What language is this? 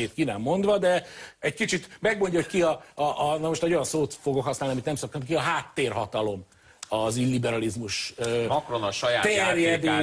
Hungarian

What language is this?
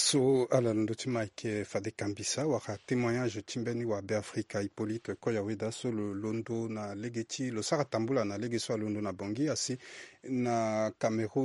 Sango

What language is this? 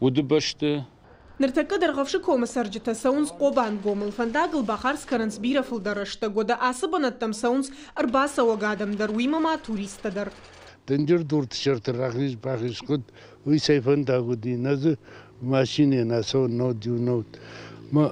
Ossetic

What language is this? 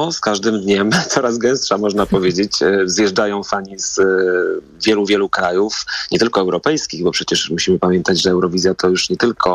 Polish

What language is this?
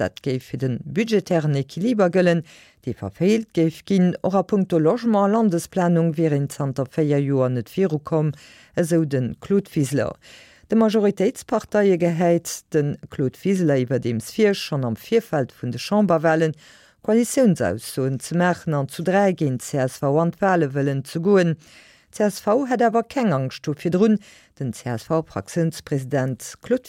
Luxembourgish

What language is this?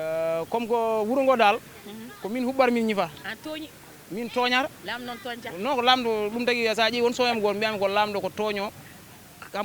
Fula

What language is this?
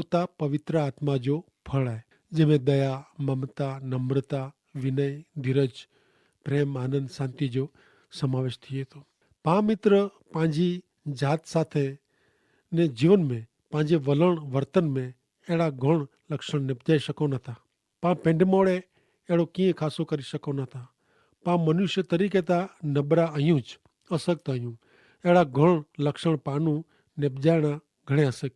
Kachhi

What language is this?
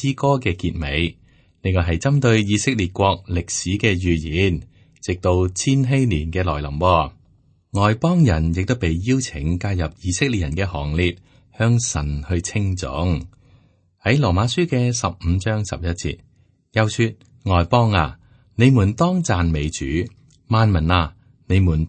Cantonese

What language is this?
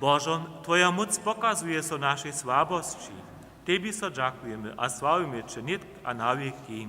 Upper Sorbian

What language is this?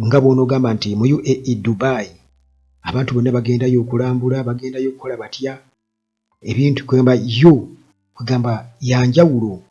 Ganda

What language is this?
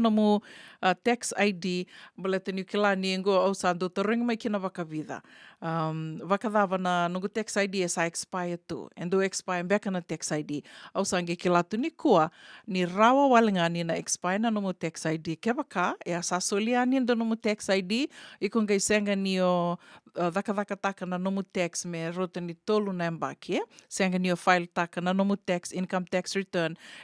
Fijian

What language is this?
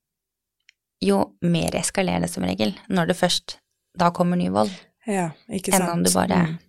Norwegian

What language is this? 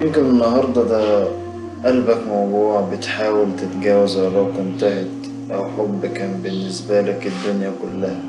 Egyptian Arabic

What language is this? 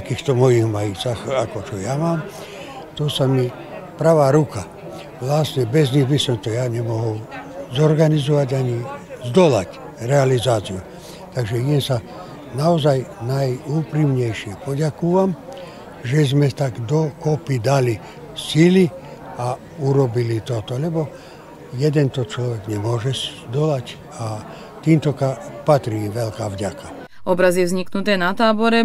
Slovak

